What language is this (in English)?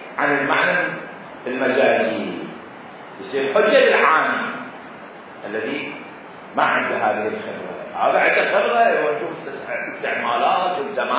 Mesopotamian Arabic